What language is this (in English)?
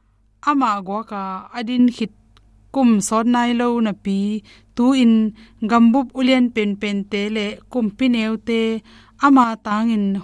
Tedim Chin